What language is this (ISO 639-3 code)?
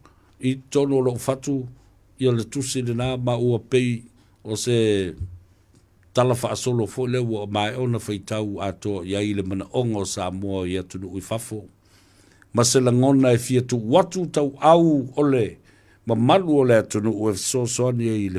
smo